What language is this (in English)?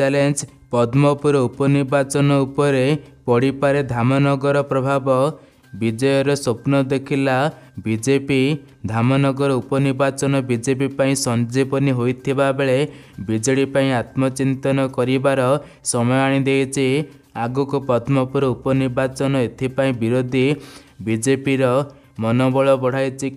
Odia